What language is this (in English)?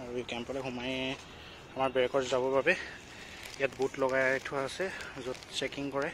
Assamese